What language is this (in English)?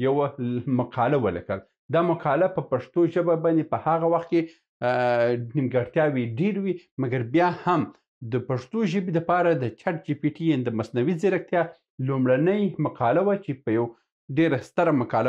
Pashto